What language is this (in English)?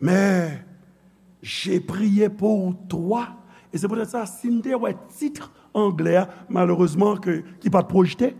Haitian Creole